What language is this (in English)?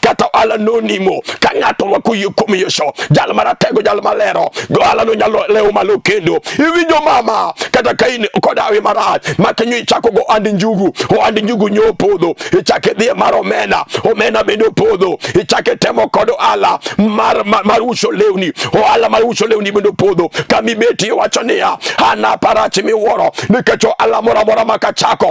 Luo (Kenya and Tanzania)